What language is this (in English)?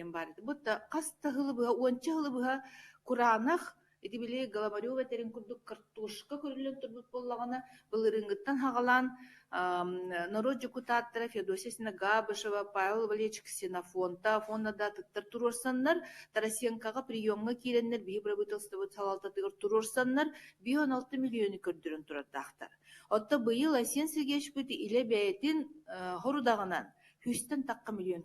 Yakut